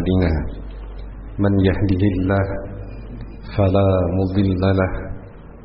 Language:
Indonesian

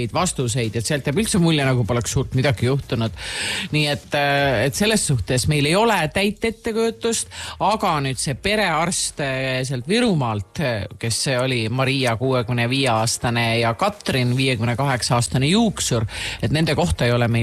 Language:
Estonian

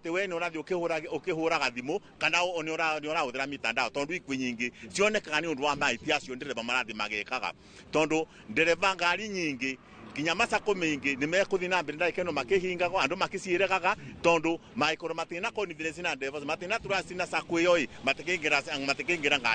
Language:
Kikuyu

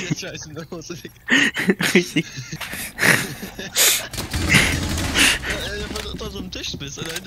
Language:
German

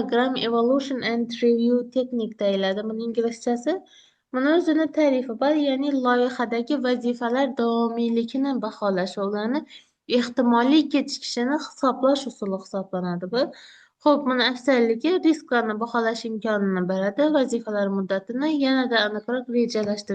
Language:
Uzbek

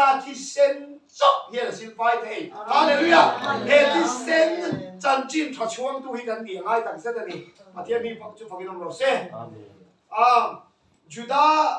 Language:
Mizo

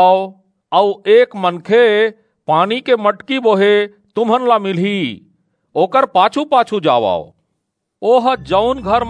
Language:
Chhattisgarhi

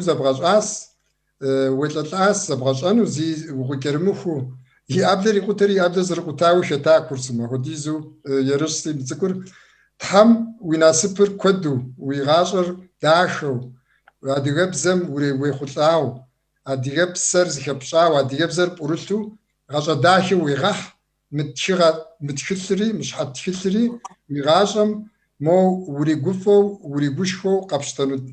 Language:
Kabardian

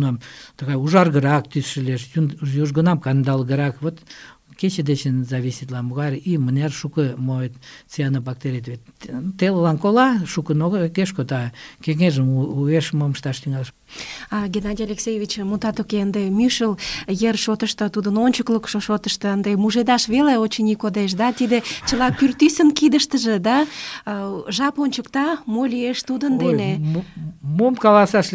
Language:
Mari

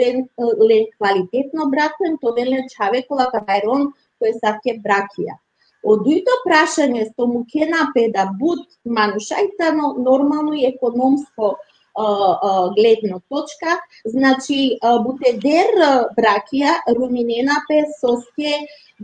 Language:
Balkan Romani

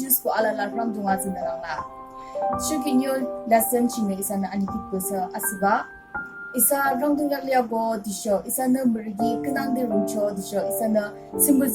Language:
Yimchungru Naga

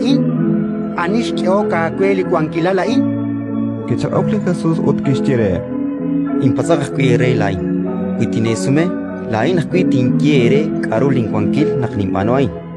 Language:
Kekchí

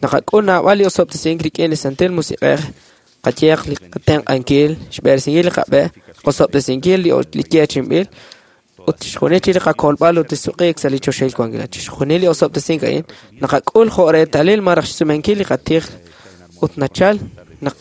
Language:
Kekchí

